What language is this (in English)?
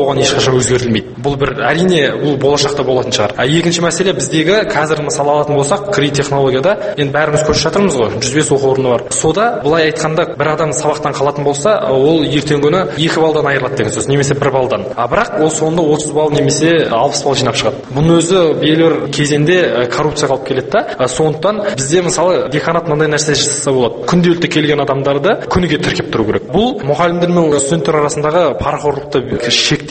Kazakh